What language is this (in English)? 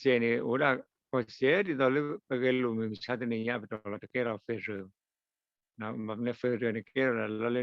S'gaw Karen